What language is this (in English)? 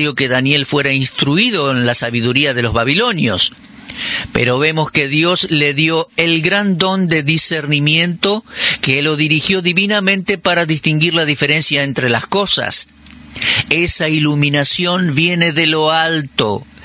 Spanish